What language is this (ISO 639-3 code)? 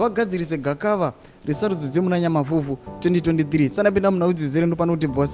sna